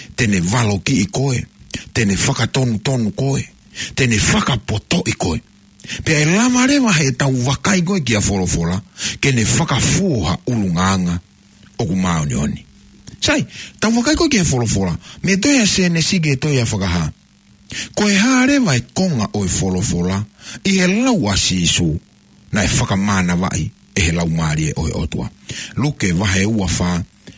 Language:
Tongan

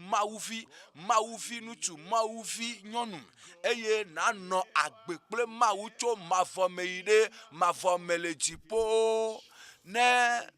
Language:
Ewe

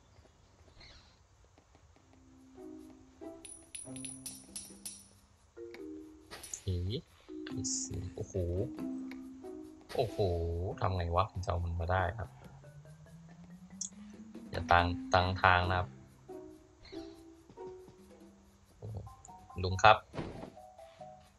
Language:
Thai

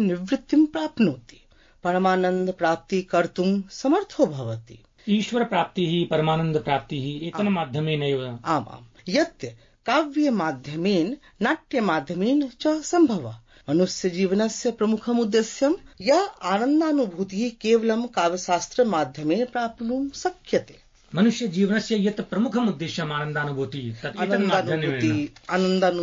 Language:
Sanskrit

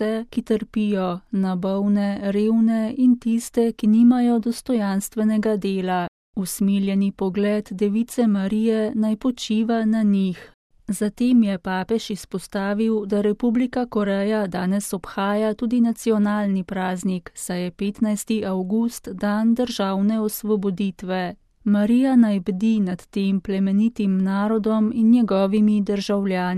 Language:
Slovenian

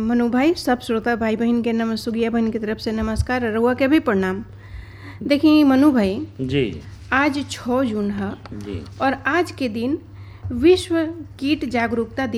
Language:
Bhojpuri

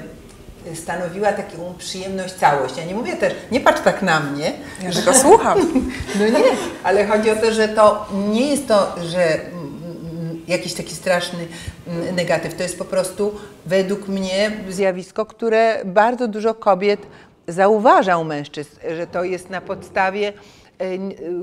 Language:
Polish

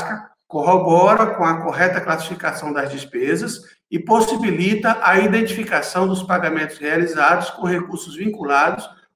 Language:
Portuguese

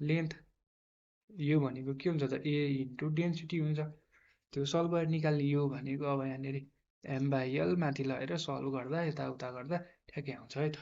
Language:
Nepali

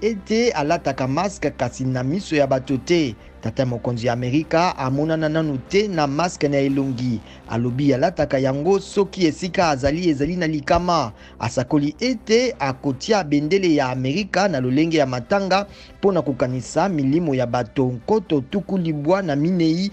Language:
Lingala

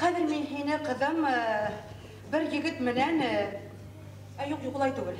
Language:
Bashkir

